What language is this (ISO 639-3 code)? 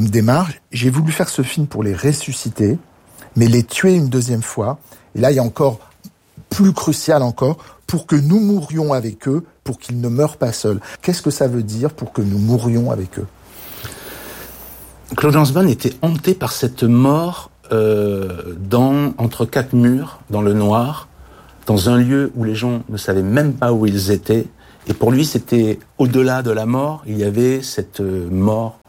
fra